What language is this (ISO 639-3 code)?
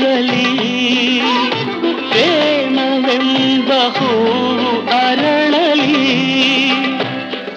kan